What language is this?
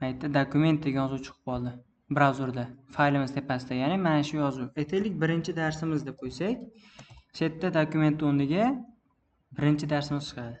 Uzbek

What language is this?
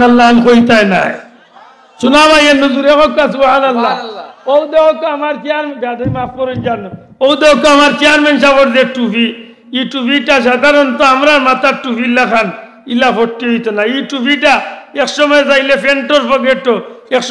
Sylheti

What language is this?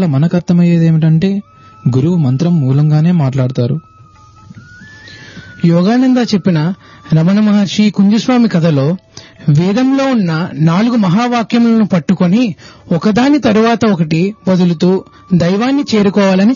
Telugu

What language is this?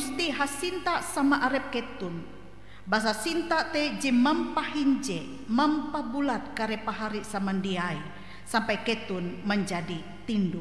Ngaju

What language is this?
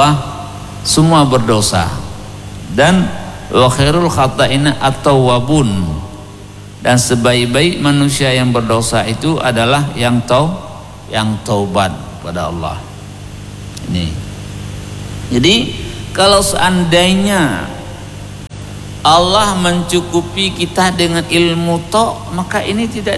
Indonesian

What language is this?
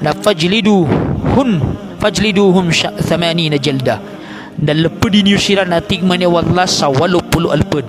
Maranao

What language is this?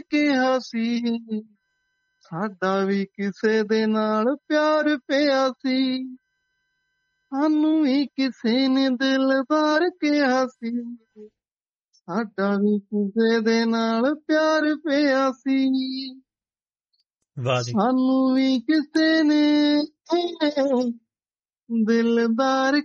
Punjabi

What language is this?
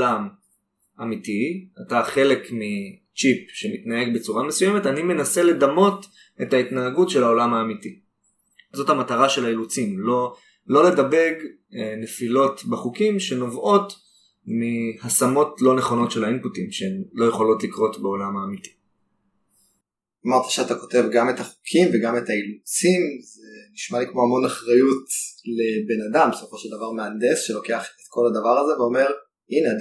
Hebrew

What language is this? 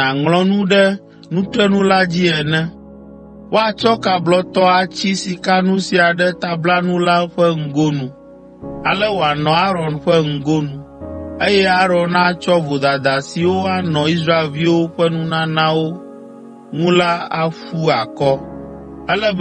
Ewe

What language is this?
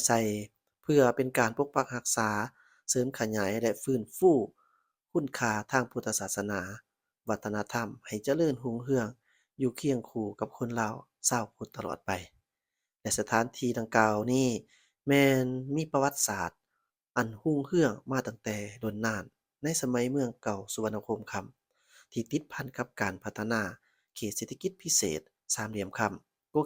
Lao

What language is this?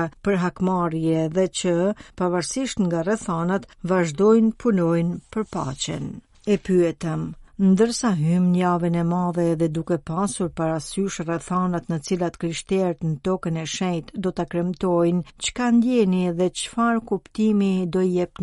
Albanian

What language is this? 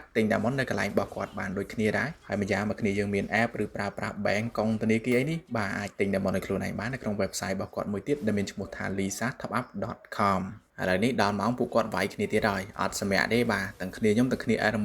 Khmer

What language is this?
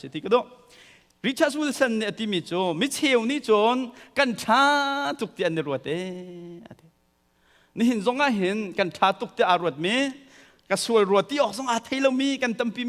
Hakha Chin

